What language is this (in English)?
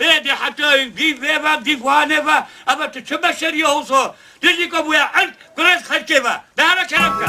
Kurdish